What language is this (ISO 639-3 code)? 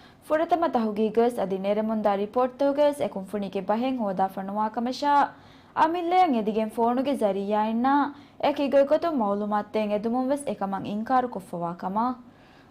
div